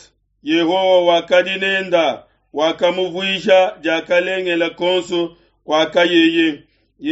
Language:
Luba-Lulua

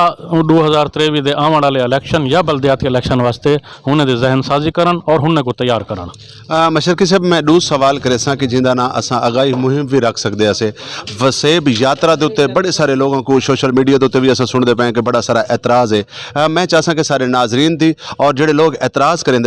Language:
Saraiki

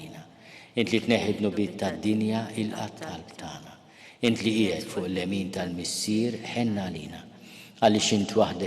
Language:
Maltese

